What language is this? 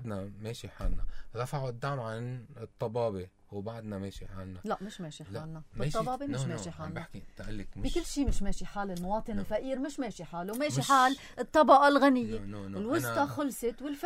North Levantine Arabic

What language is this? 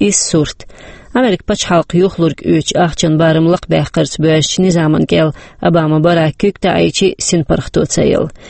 Chechen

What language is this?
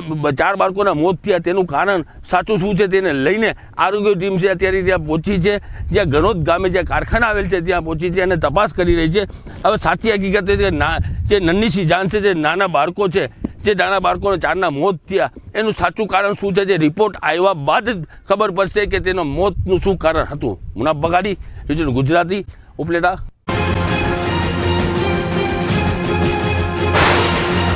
Gujarati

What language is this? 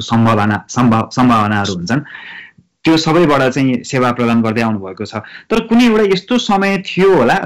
Nepali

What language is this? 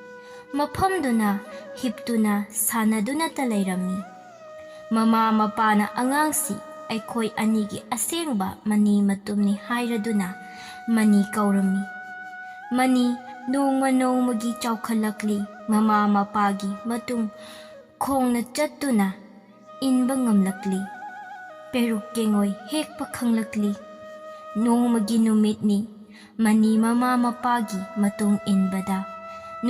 Manipuri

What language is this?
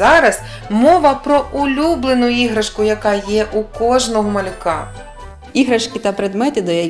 Ukrainian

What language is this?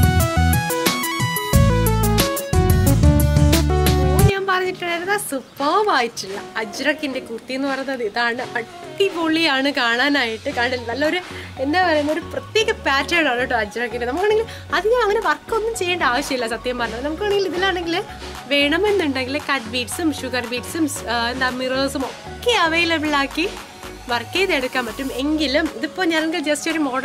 Malayalam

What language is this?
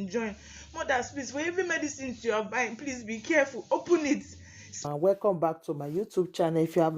Nigerian Pidgin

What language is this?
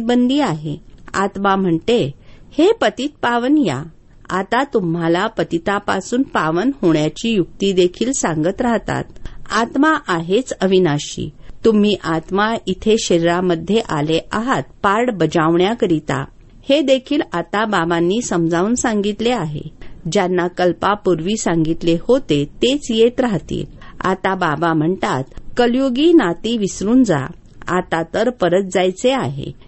Marathi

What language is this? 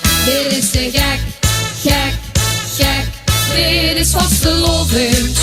Limburgish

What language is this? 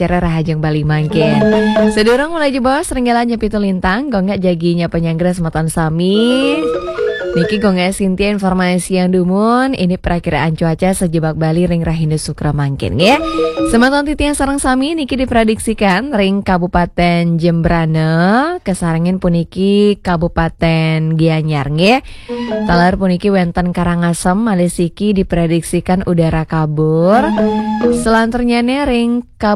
Balinese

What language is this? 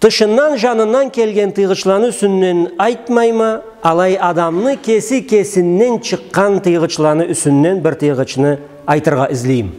Karachay-Balkar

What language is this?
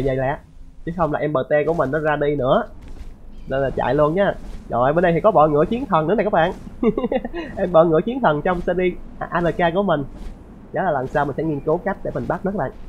Vietnamese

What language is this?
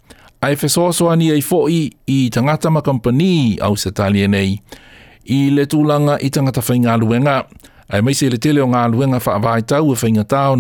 Samoan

